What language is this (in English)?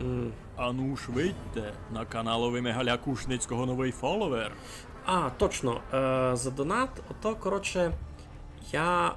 Rusyn